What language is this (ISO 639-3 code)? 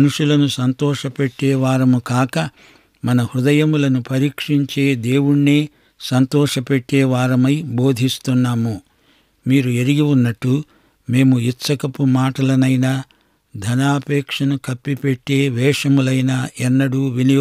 tel